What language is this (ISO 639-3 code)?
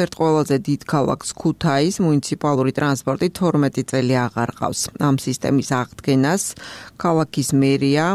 kat